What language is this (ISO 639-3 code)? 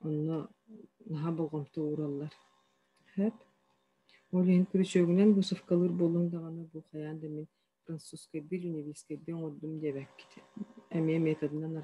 sah